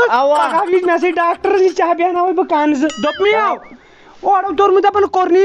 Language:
Kashmiri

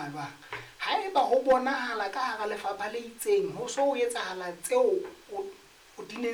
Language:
Southern Sotho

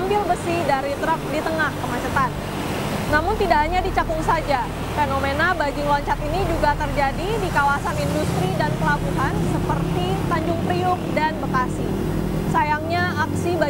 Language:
Indonesian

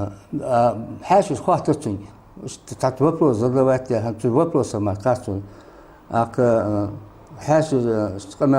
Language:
Ingush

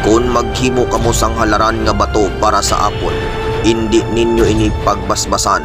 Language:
Hiligaynon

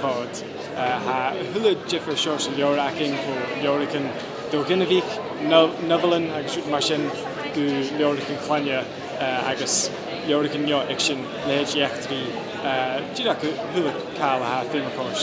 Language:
Scottish Gaelic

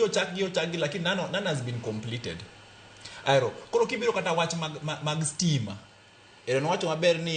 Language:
Luo (Kenya and Tanzania)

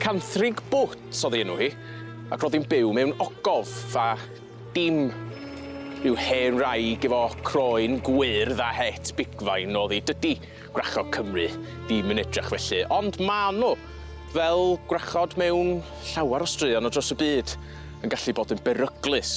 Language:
Welsh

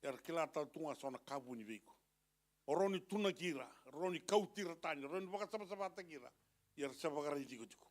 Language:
Fijian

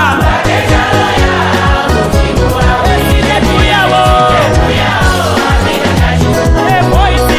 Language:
Nyanja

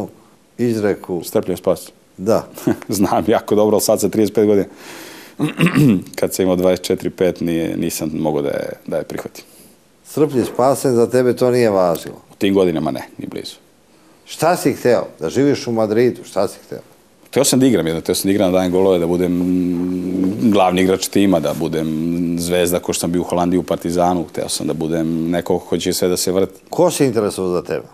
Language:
Serbian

